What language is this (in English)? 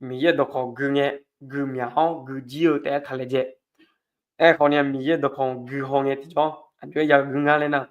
Akha